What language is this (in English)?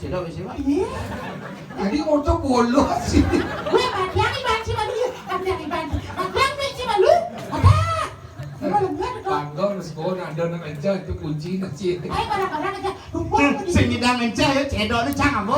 Balinese